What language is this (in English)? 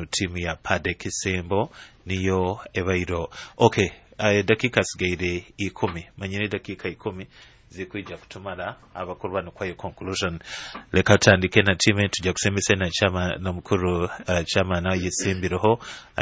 Nyoro